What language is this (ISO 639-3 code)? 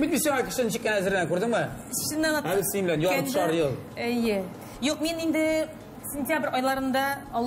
tat